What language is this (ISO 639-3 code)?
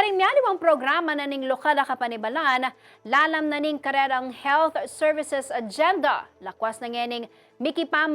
pam